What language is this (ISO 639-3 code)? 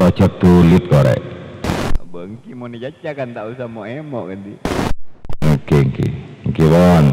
mad